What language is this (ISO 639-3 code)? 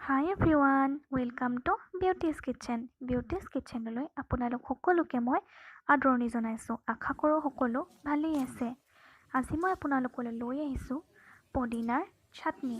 asm